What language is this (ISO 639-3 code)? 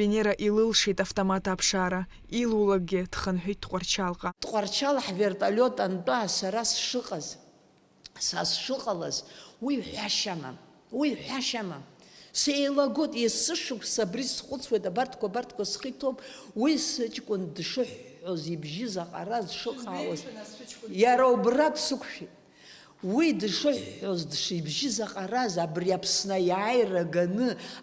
abk